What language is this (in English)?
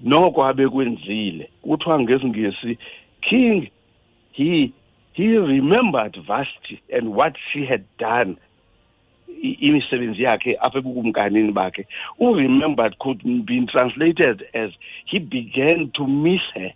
Xhosa